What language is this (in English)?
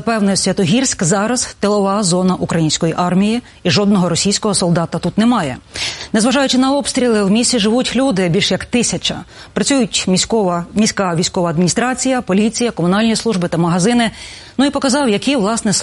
Ukrainian